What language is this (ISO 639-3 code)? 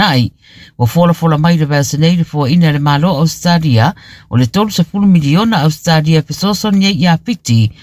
smo